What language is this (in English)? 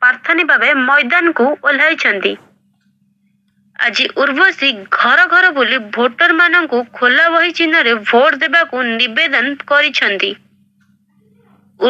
Odia